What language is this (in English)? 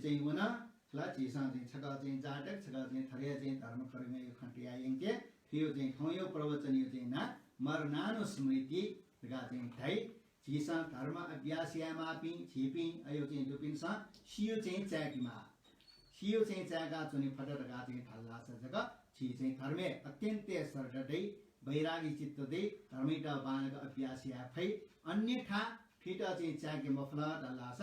Newari